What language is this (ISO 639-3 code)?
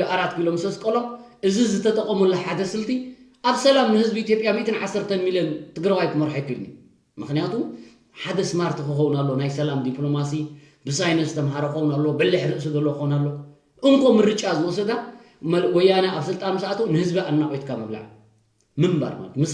tir